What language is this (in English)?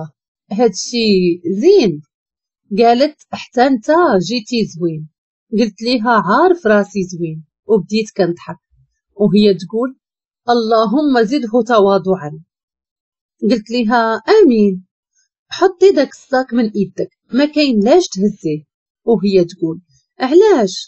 Moroccan Arabic